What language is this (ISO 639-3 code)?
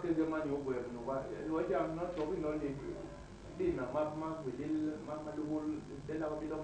bas